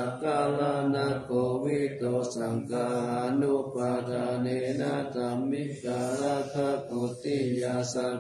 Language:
Pali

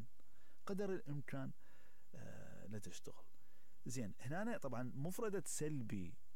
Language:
Mesopotamian Arabic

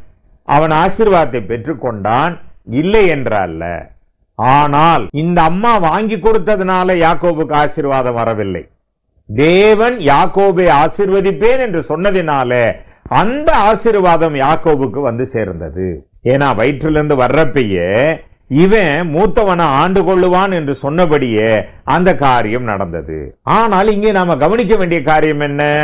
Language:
Tamil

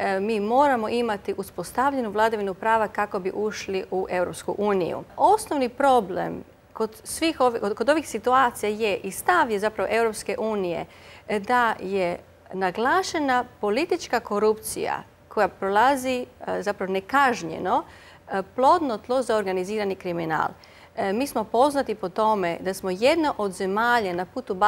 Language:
Croatian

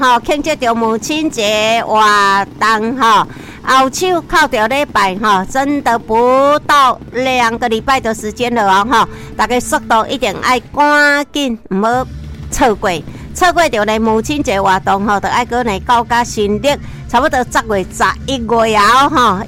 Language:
Min Nan Chinese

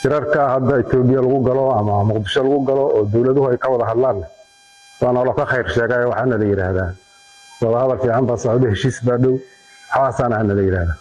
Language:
Somali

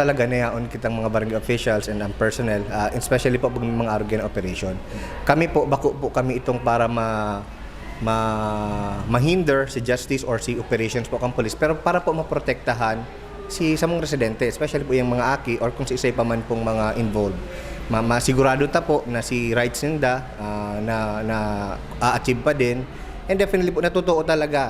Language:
Bikol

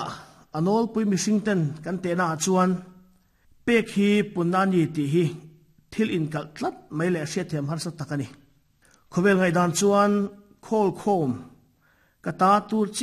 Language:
Mizo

